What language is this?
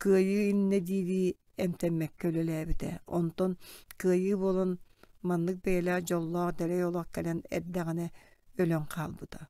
Yakut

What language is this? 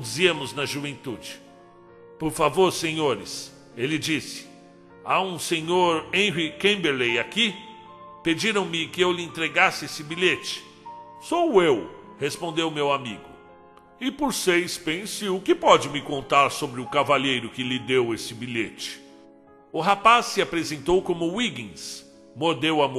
Portuguese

